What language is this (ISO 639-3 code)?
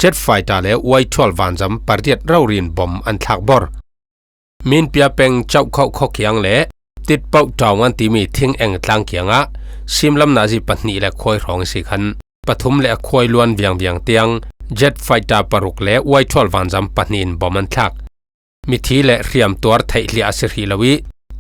cfm